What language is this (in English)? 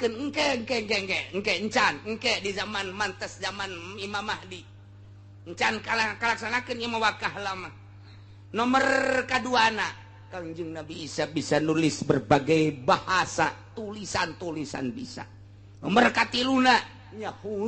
Sundanese